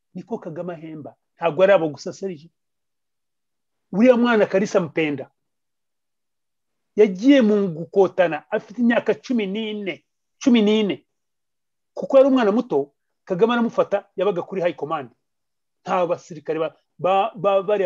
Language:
Kinyarwanda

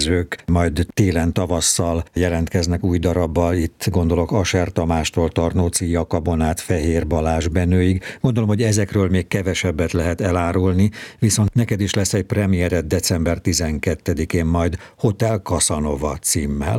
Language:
Hungarian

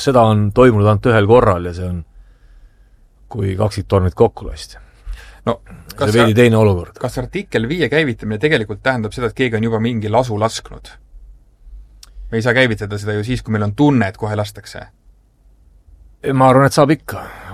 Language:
Estonian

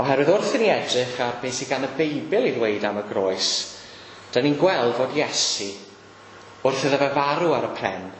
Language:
Welsh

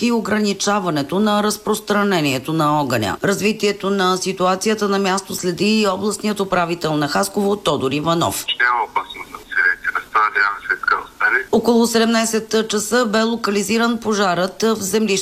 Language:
Bulgarian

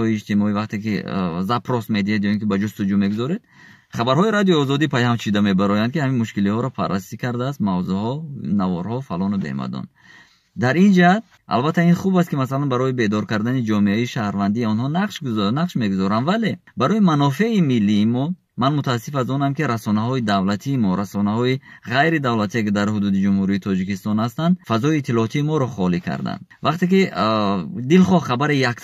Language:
Tajik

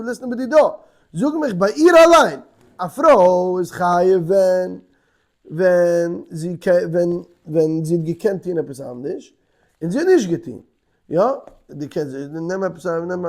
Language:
Yiddish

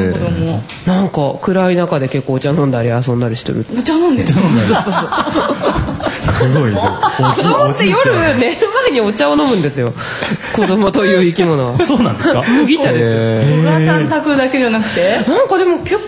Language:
Japanese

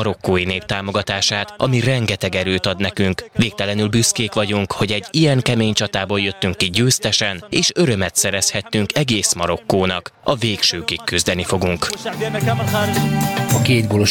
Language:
Hungarian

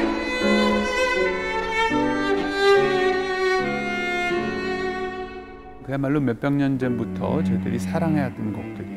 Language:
Korean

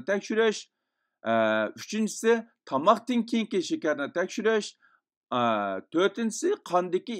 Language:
Uyghur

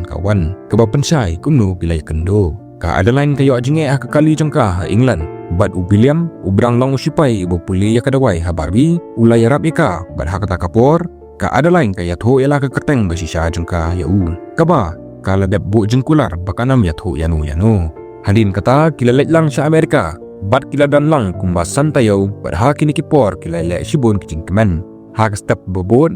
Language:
Khasi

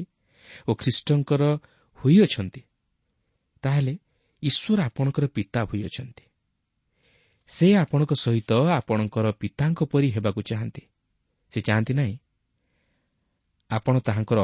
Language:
Odia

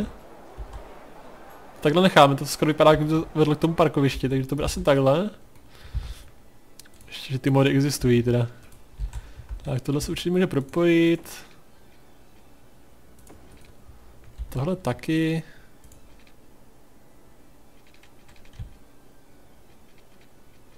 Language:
Czech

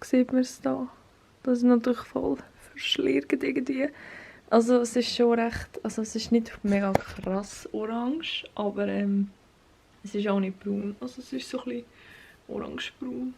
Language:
Swiss German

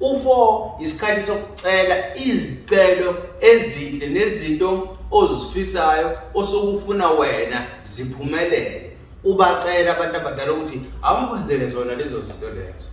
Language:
Zulu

